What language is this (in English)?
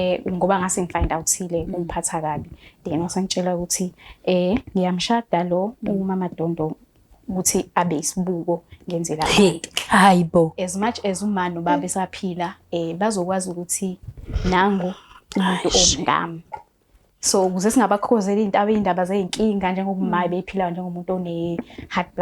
Zulu